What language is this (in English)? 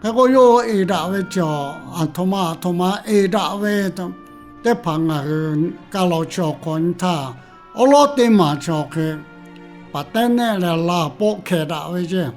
Lahu